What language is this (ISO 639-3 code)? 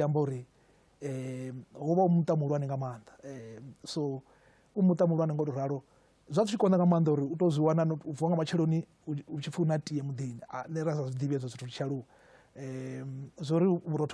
ven